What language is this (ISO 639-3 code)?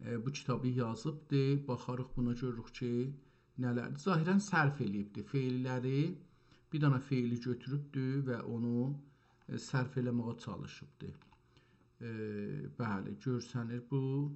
azb